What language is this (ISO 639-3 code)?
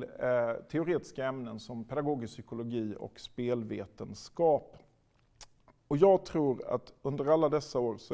swe